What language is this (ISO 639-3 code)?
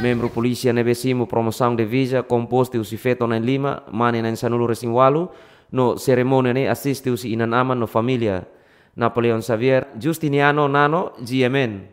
tet